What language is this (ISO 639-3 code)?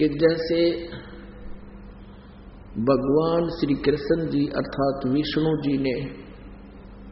hin